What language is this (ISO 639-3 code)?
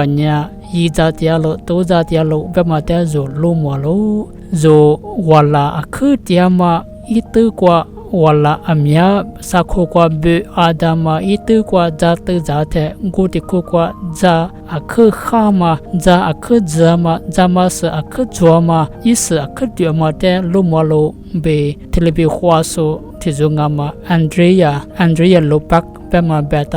lis